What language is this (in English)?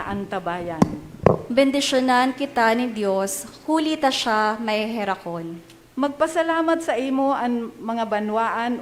Bikol